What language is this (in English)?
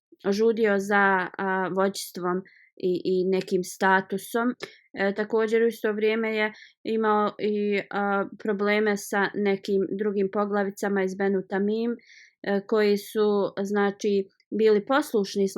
Bosnian